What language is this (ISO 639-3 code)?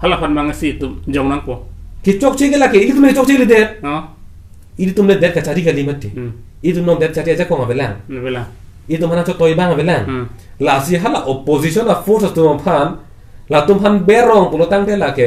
mjw